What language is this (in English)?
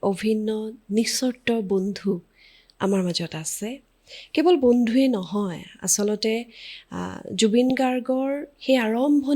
Assamese